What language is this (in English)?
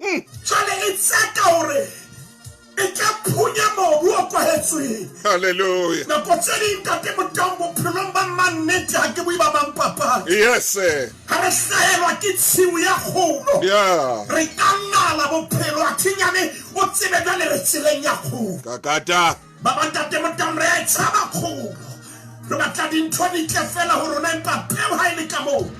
Southern Sotho